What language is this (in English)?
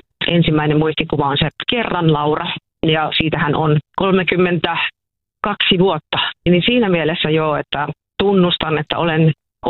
Finnish